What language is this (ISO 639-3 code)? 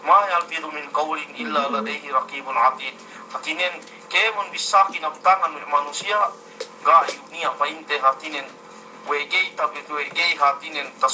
yka